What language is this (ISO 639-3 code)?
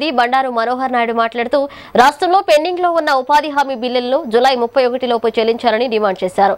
tel